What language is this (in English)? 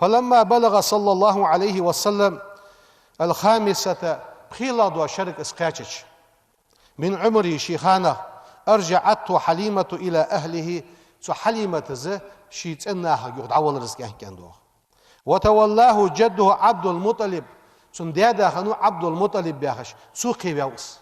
Ingush